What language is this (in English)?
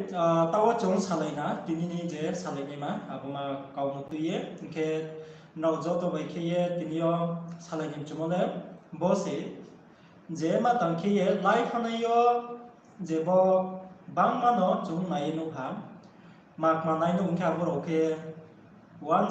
Riang (India)